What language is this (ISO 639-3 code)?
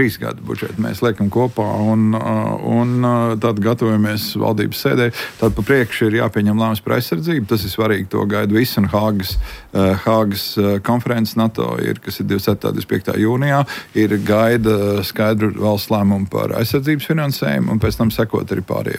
lav